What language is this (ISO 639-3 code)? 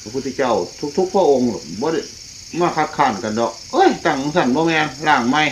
tts